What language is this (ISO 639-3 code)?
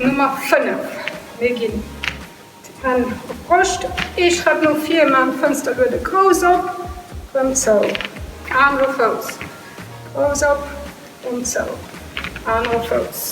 ltz